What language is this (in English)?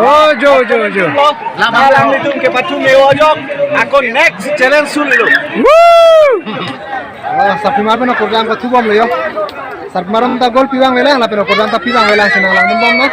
Karbi